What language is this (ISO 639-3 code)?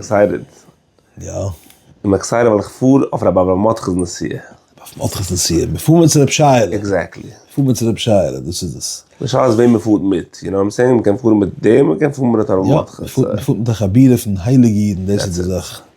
yid